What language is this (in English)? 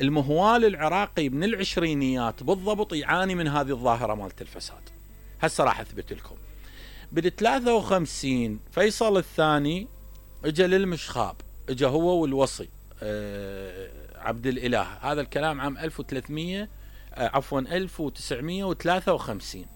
Mesopotamian Arabic